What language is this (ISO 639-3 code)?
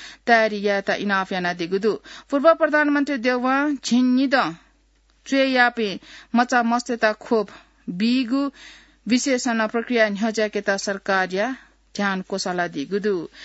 new